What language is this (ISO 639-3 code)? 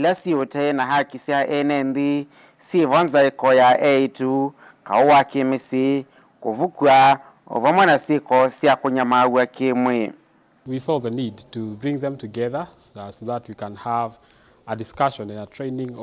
kam